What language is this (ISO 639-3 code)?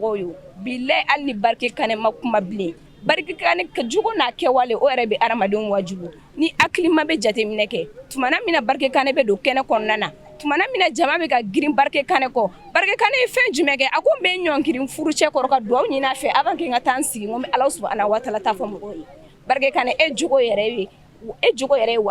bam